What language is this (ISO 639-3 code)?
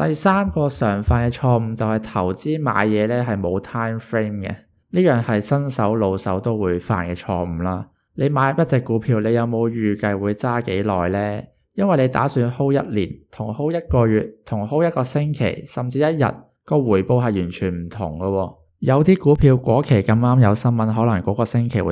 yue